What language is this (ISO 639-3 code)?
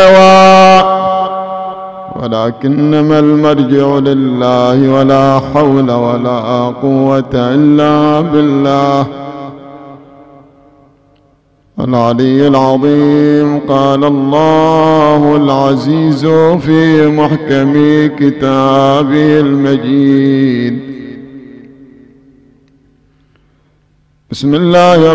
ara